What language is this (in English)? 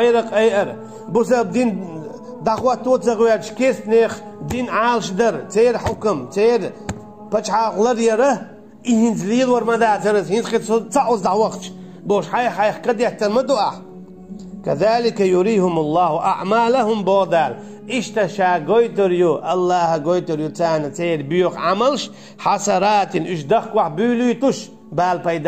Chechen